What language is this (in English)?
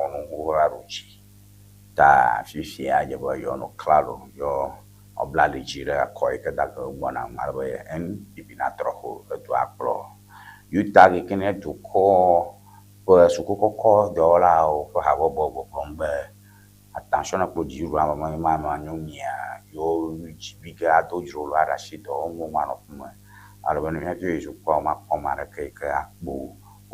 Ewe